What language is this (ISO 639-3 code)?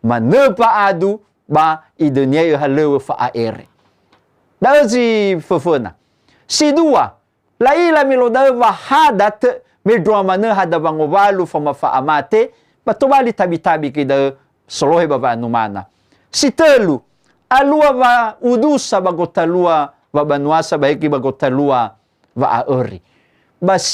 nia